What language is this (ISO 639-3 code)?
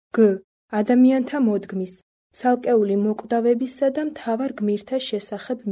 kat